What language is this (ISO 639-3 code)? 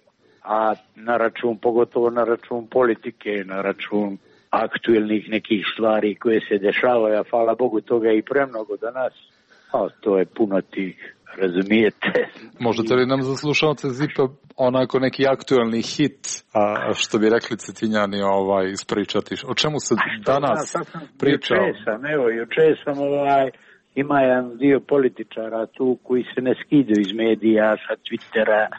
srp